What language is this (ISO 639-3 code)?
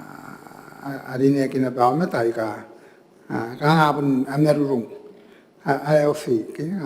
gil